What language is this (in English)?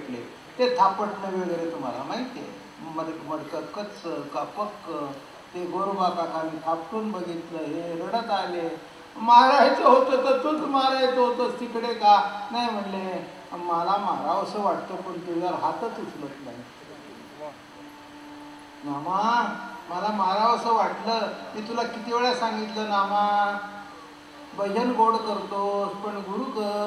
Marathi